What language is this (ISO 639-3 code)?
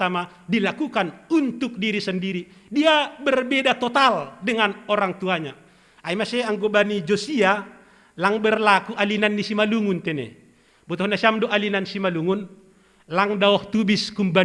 bts